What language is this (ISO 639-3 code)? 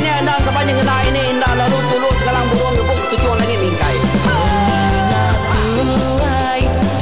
iba